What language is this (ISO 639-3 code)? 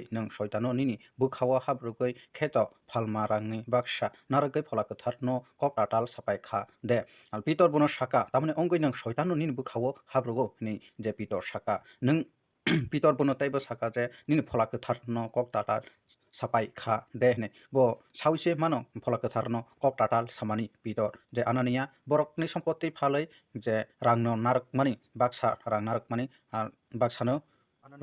trp